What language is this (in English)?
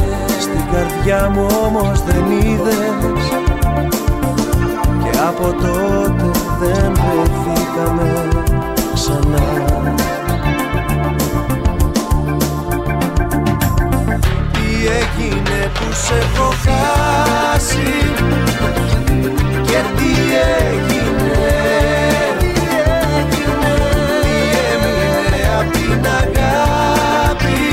Greek